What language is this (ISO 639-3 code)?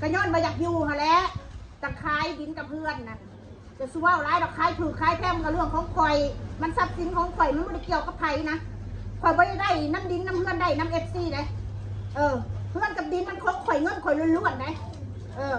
tts